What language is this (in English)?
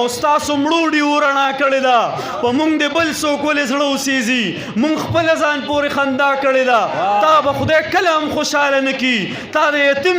Pashto